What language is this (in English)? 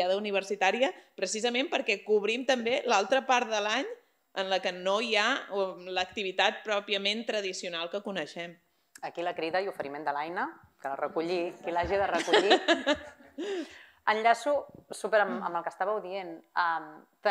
Catalan